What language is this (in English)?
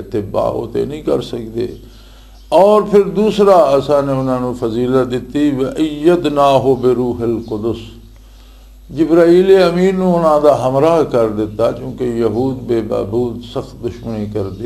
Western Panjabi